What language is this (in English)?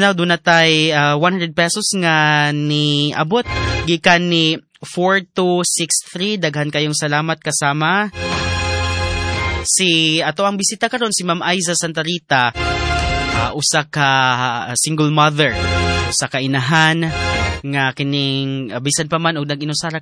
Cebuano